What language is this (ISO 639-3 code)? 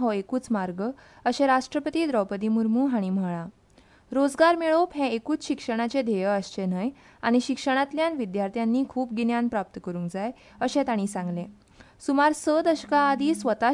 kok